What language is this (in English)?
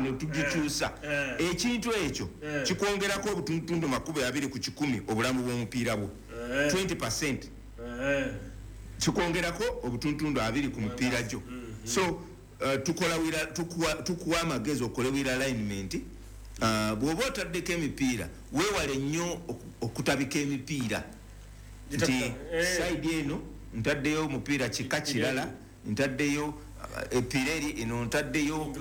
Ganda